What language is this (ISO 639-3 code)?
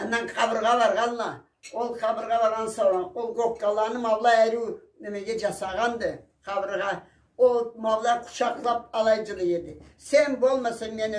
krc